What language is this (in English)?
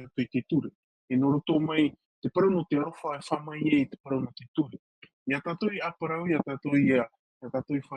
Tahitian